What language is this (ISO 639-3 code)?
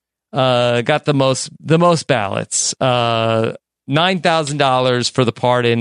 eng